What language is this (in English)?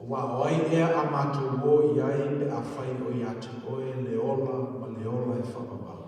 Samoan